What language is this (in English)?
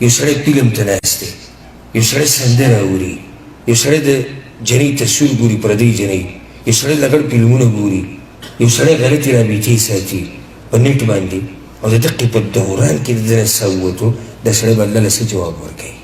Pashto